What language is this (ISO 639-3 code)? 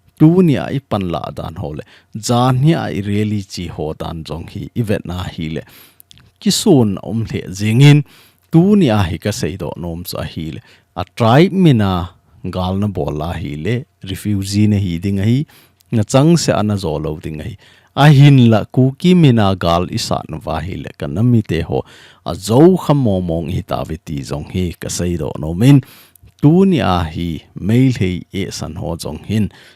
tcz